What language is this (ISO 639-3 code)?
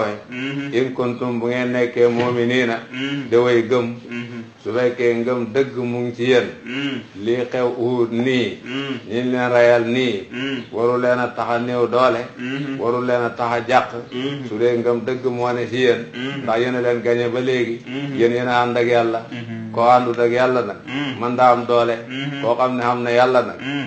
wol